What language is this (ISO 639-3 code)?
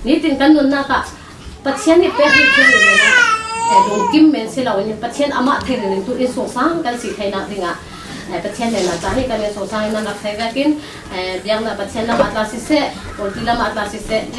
cnh